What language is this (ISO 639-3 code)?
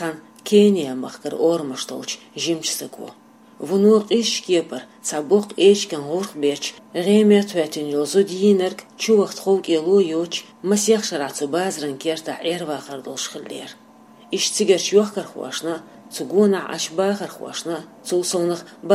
che